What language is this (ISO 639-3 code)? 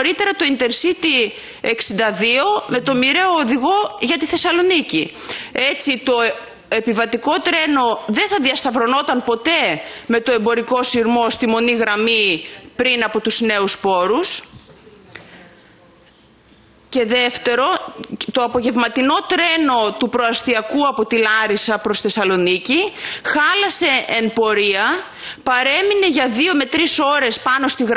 ell